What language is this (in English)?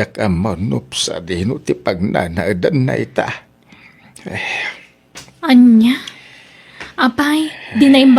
Iloko